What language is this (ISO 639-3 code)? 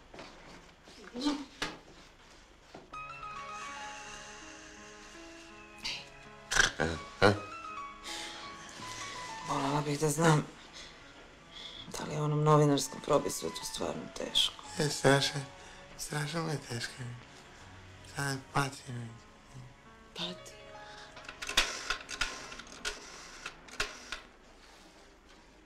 srp